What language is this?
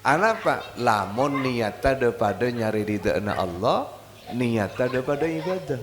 Madurese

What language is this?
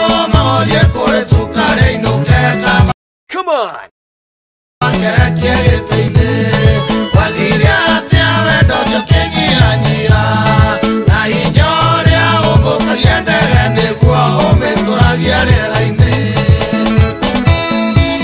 Kikuyu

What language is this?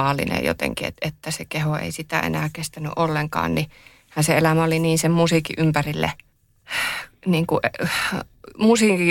Finnish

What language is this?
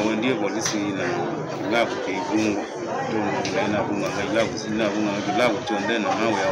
Kamba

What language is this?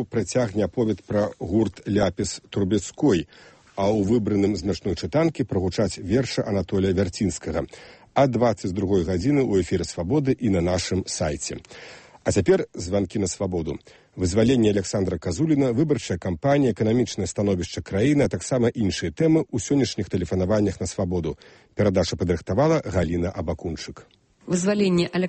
Belarusian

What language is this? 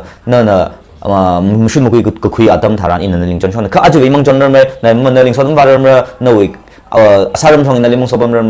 Tangkhul Naga (India)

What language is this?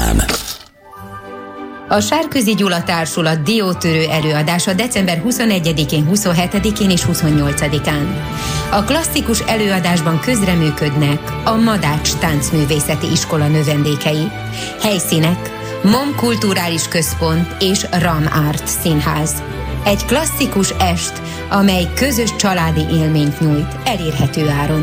Hungarian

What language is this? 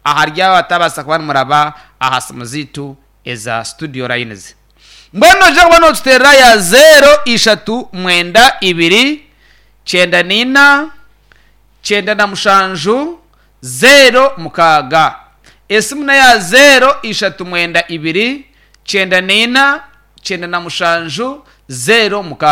Nyankole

